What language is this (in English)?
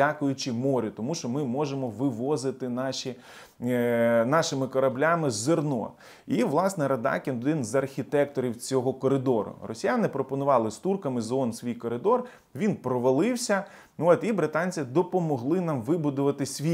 Ukrainian